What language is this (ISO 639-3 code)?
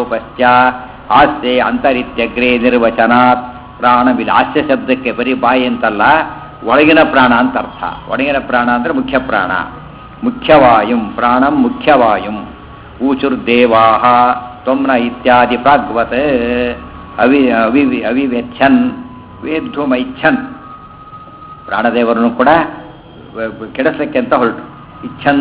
kan